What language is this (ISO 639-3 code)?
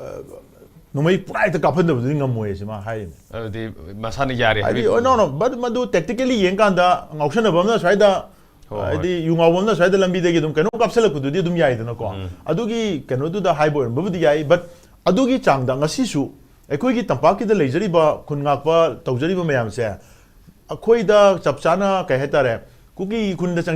mni